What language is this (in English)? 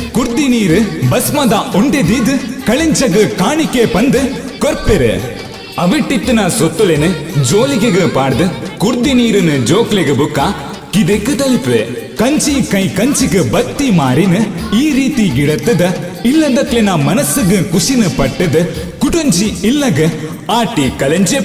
Tulu